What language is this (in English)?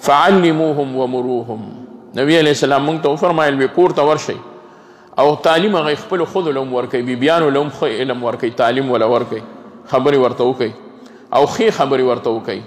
Pashto